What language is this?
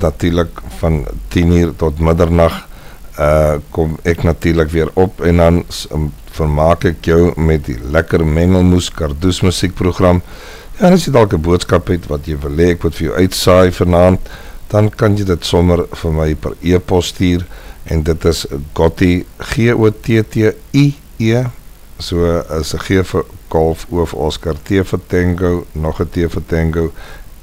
Afrikaans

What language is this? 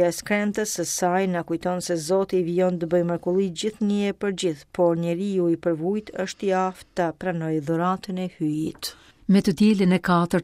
Albanian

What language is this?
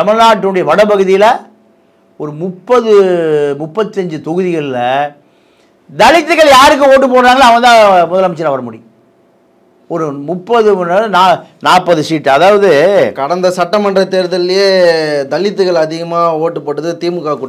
Tamil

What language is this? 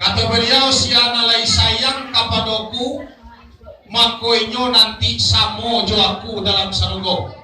Minangkabau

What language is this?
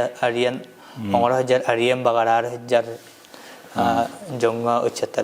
Yakut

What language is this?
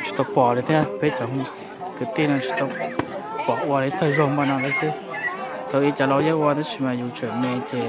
Hmong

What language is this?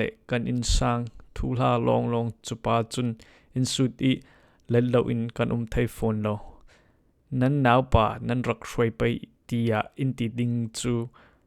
Falam Chin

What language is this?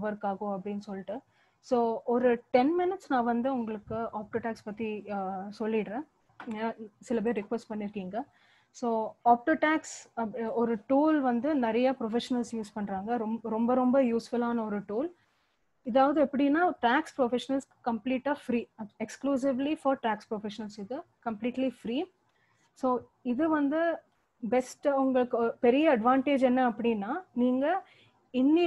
Tamil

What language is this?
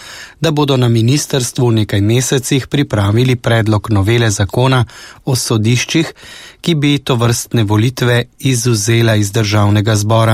Slovenian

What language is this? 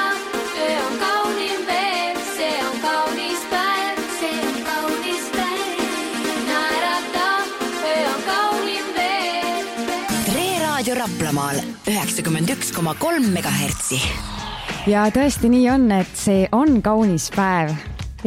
Estonian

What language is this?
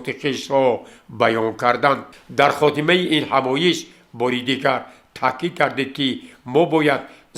Tajik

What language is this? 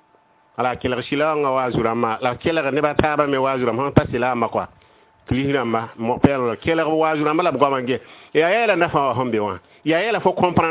Mossi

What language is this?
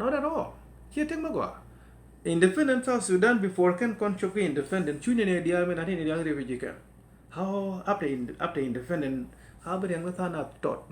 Nuer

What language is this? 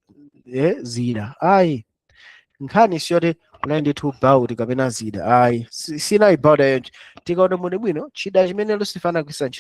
Nyanja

